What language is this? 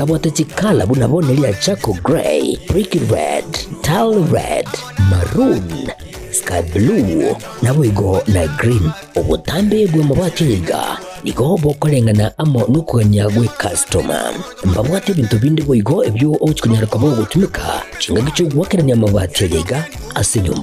Gusii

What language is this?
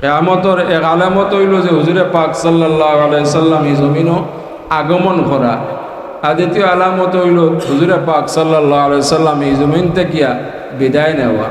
Sylheti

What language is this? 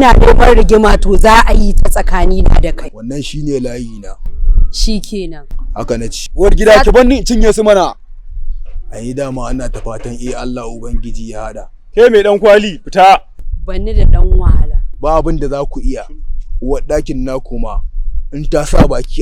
Hausa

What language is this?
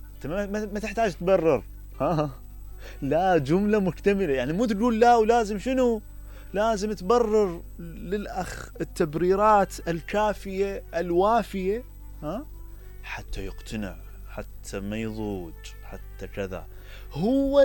Mesopotamian Arabic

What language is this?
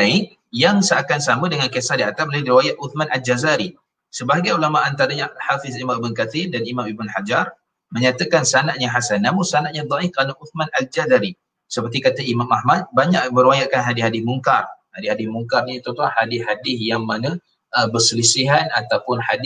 Malay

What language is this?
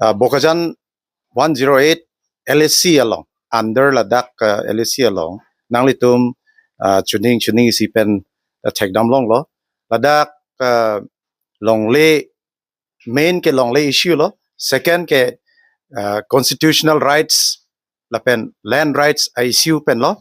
Karbi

